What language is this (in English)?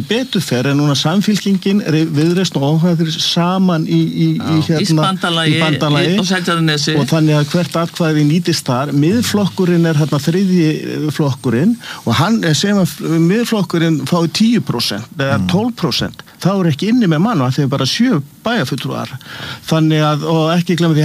Icelandic